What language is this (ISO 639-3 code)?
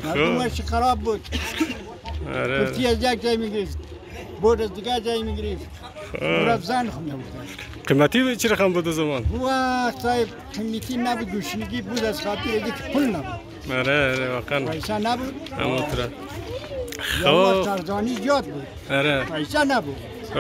fas